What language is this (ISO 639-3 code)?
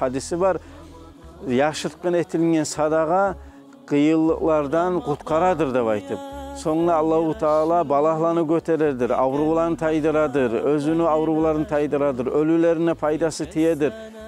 kum